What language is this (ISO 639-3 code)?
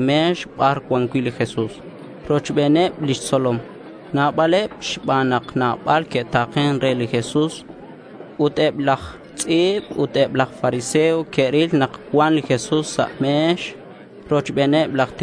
kek